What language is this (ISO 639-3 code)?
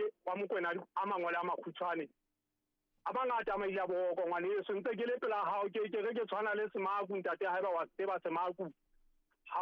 sot